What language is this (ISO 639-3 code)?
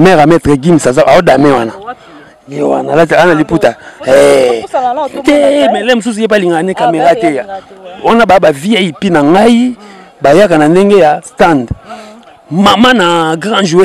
lin